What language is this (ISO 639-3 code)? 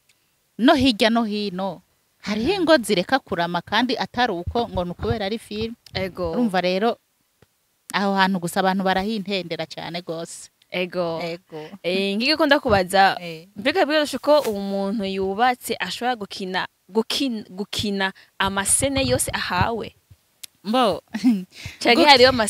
run